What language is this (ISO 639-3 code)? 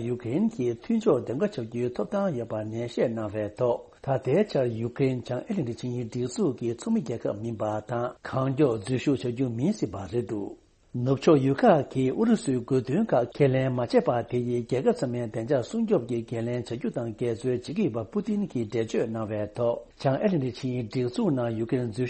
bod